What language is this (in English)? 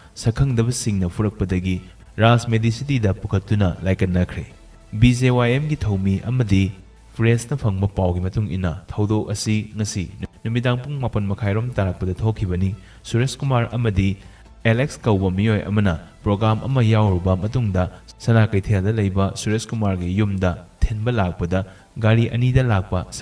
Manipuri